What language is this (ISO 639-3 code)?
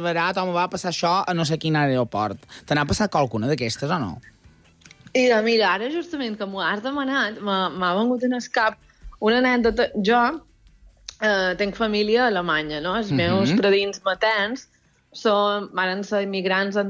cat